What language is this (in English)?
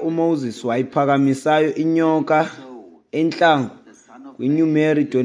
Xhosa